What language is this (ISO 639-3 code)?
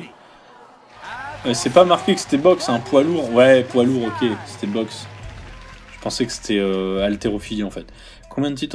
fra